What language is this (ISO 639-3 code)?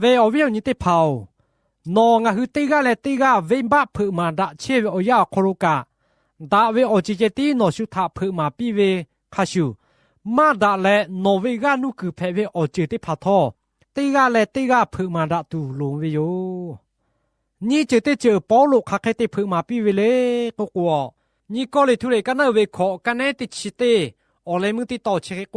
lhu